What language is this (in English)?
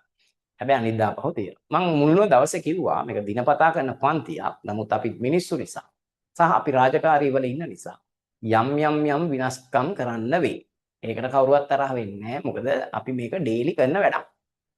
Sinhala